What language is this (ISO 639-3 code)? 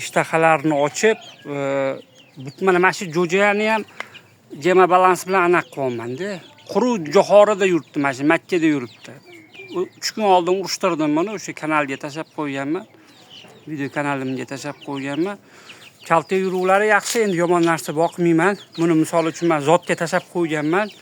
uzb